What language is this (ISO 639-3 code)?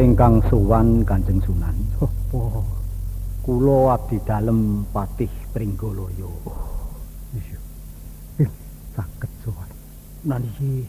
jav